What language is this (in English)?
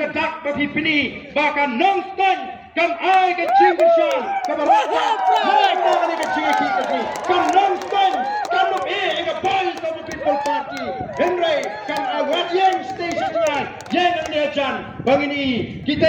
Khasi